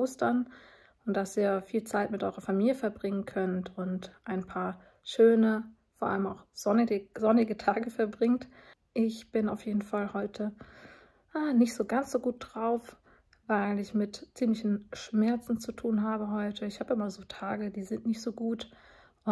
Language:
German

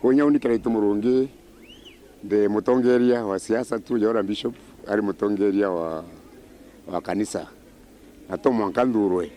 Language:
Meru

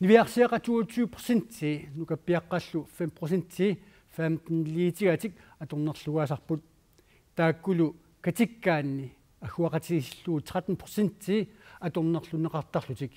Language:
Kalaallisut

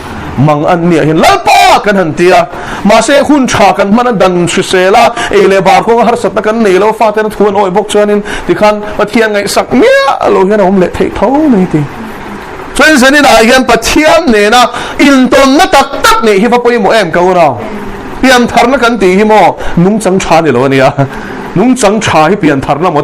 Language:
Mizo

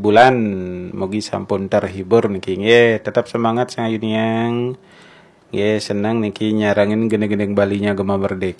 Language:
Balinese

